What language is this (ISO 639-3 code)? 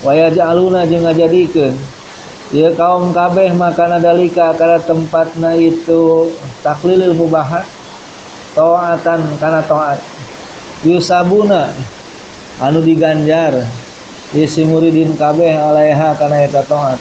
sun